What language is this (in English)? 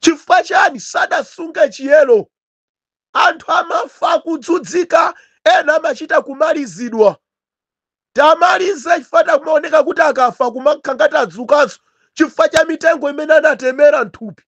Nyanja